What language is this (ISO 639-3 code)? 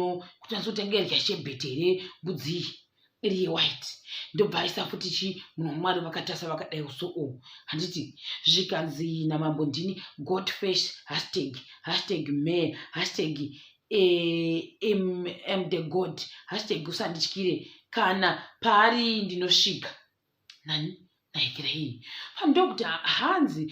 sna